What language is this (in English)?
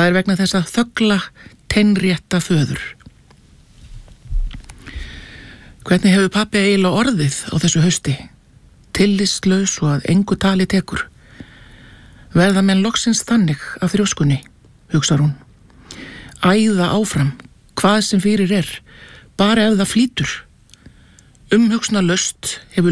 Icelandic